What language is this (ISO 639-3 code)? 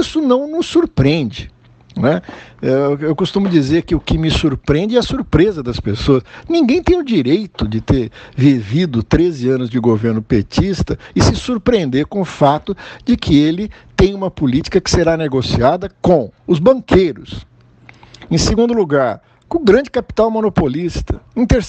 por